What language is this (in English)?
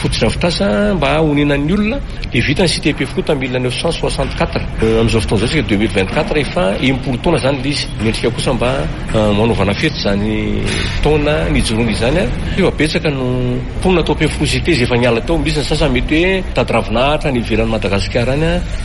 Malagasy